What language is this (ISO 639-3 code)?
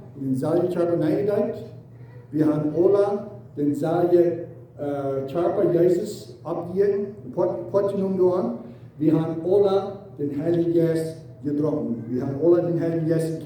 pdt